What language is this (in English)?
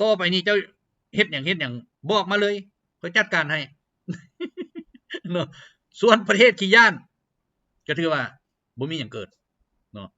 Lao